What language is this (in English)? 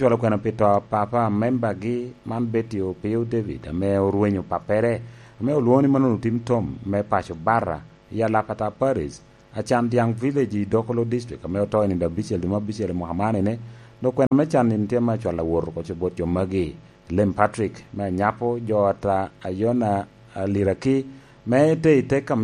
Lango (Uganda)